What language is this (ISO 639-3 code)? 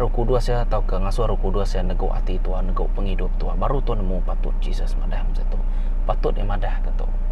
iba